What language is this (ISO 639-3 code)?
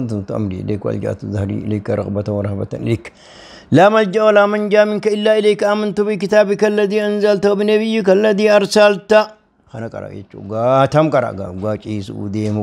orm